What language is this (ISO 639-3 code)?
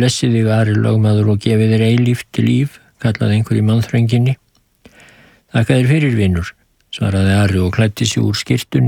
isl